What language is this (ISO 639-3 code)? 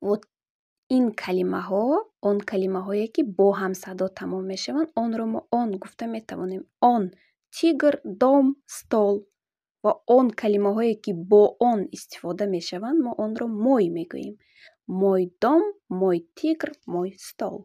tgk